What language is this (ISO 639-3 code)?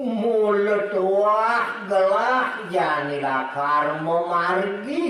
ban